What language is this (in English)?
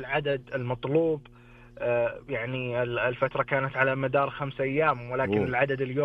Najdi Arabic